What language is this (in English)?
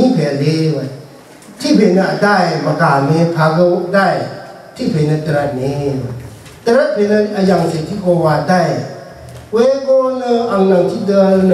Rawang